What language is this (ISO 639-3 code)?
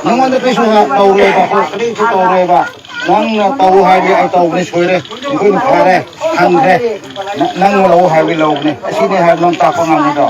mni